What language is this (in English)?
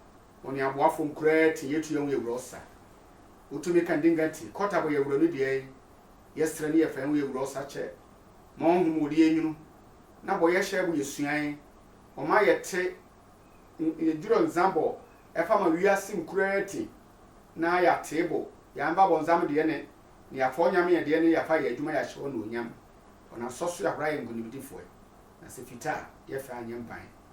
Sehwi